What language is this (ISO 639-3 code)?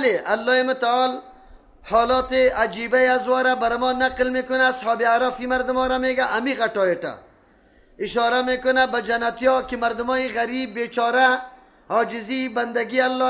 fas